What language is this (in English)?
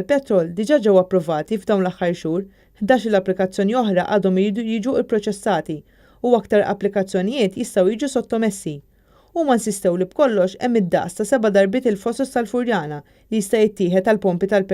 Maltese